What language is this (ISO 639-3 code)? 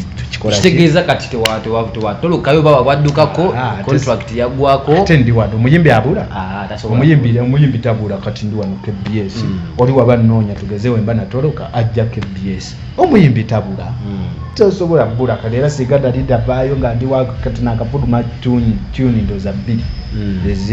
lug